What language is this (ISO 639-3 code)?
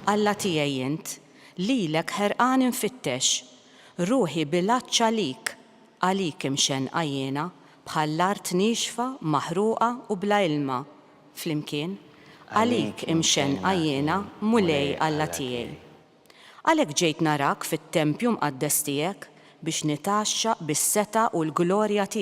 mlt